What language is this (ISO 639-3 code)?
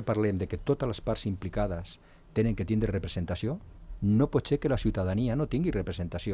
cat